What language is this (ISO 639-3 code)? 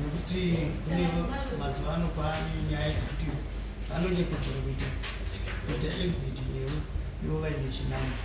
sna